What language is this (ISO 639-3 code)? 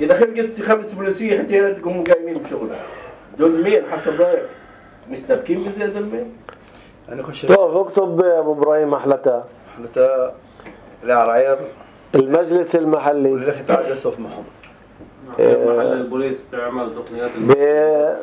apc